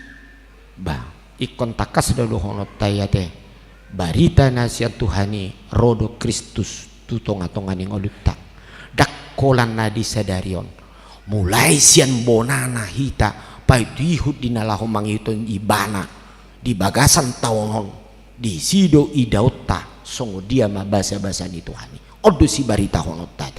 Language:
Batak Toba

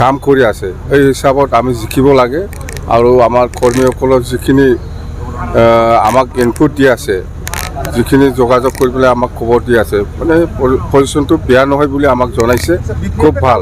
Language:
Assamese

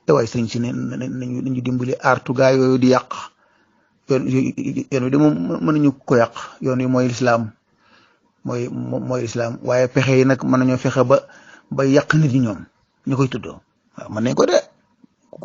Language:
Wolof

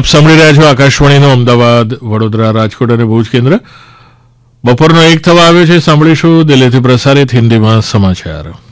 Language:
Gujarati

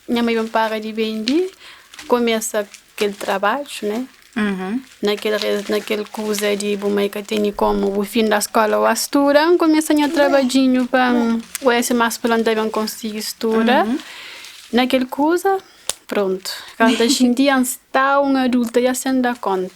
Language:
Kabuverdianu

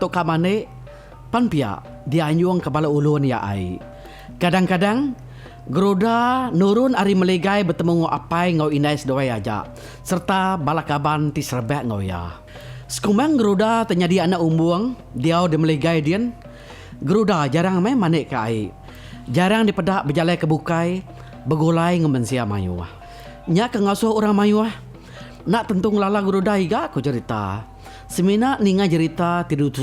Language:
Iban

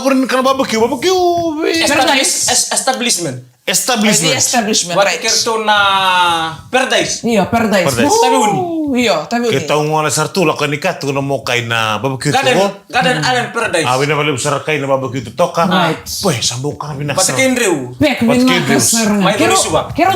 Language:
Fijian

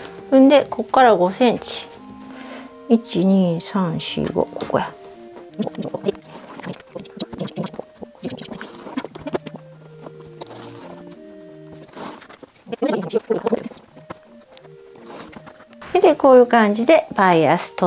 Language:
Japanese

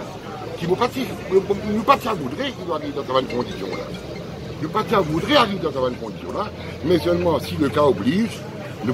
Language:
Morisyen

